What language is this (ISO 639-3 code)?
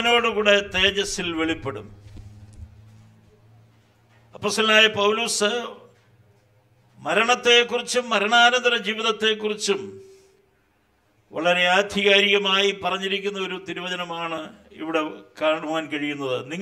mal